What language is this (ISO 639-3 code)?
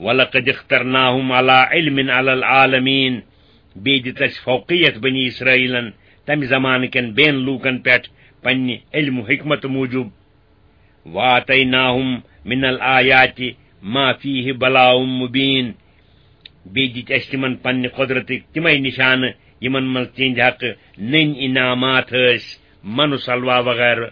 kas